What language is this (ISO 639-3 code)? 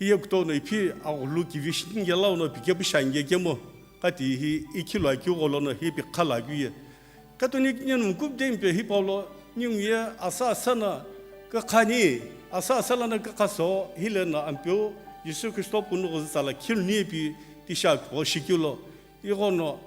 nsm